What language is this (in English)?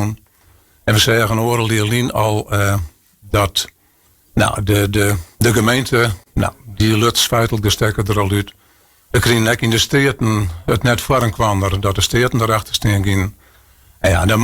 Western Frisian